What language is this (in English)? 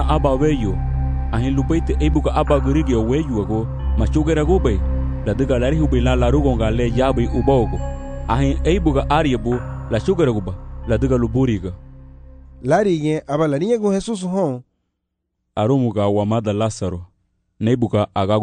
Garifuna